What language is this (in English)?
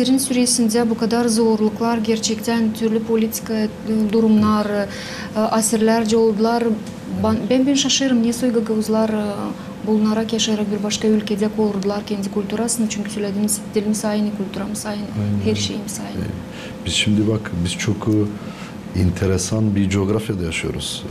Gagauz